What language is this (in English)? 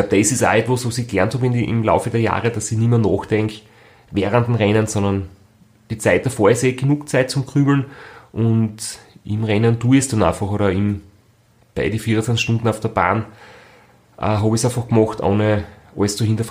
German